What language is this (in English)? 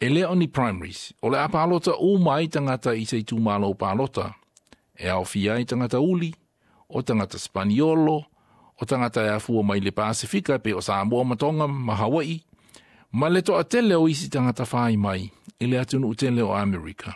Samoan